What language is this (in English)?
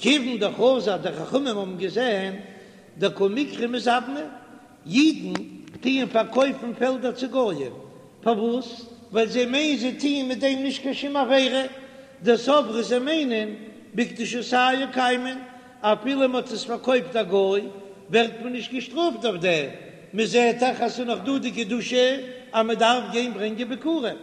Yiddish